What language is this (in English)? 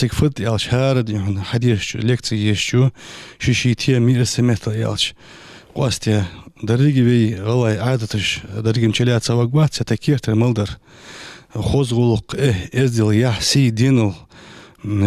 Ingush